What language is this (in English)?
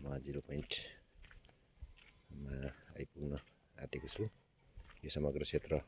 Nepali